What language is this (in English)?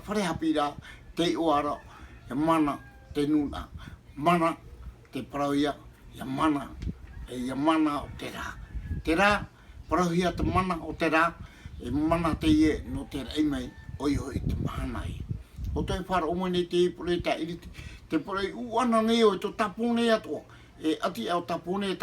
Tahitian